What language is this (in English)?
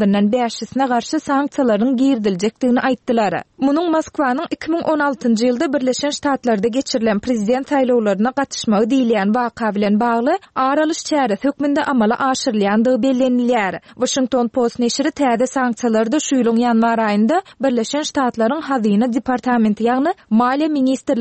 Turkmen